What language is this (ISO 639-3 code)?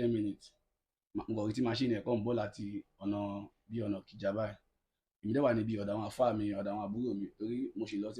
yor